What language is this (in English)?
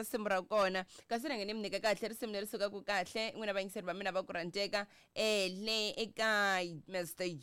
Tsonga